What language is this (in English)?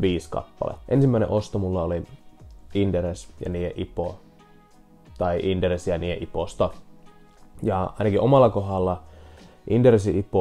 Finnish